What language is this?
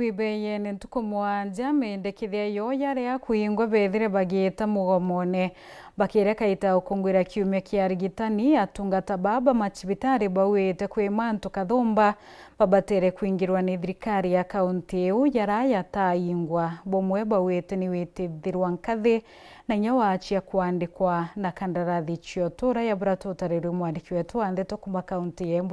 Meru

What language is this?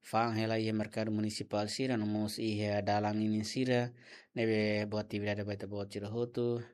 Tetum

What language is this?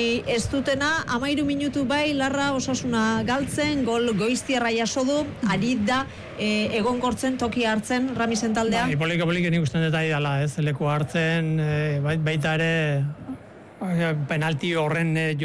Basque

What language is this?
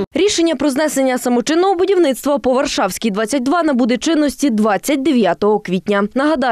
Ukrainian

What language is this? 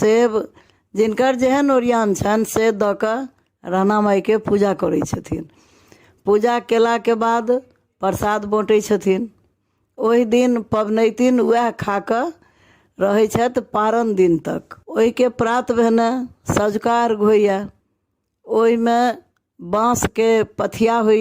Maithili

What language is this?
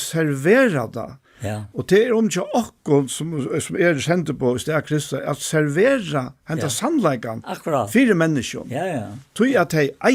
Faroese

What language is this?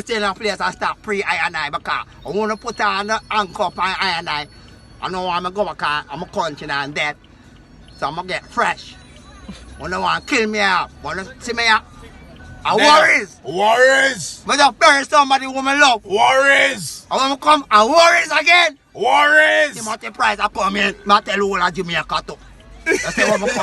Jamaican Creole English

